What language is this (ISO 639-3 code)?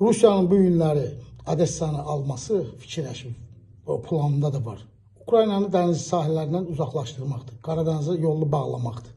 aze